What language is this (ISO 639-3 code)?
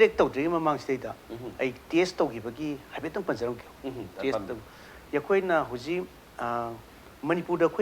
mni